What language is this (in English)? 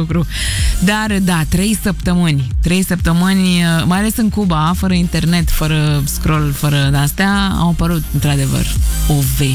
Romanian